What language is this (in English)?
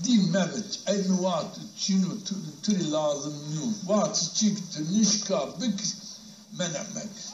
Zaza